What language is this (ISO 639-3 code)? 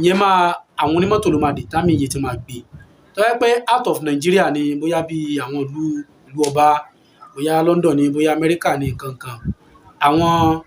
yor